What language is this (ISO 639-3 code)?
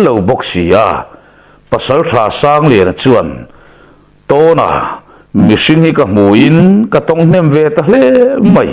lus